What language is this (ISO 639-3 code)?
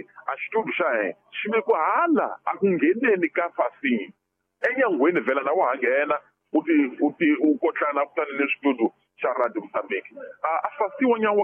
tso